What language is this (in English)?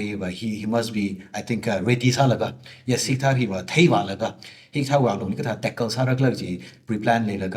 Tangkhul Naga (India)